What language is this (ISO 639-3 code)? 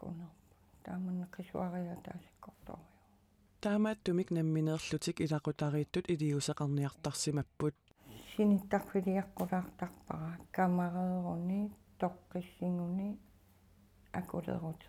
kal